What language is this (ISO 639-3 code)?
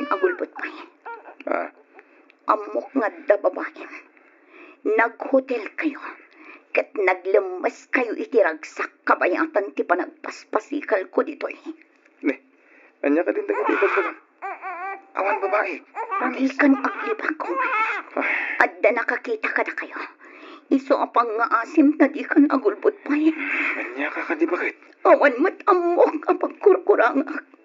ilo